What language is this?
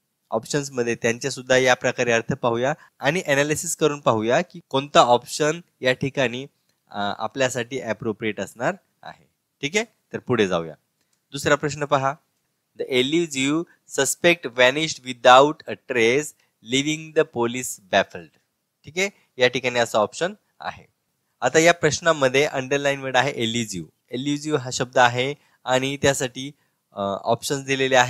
Marathi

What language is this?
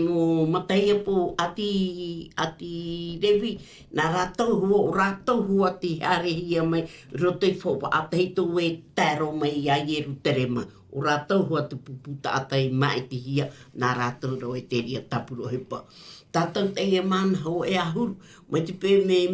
Tahitian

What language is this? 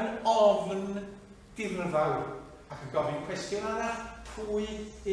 Welsh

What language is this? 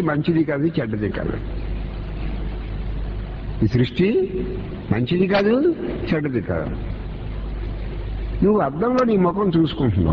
Telugu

